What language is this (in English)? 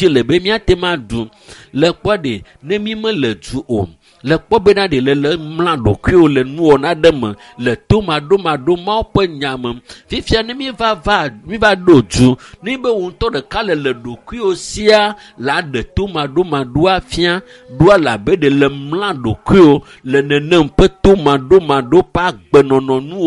Ewe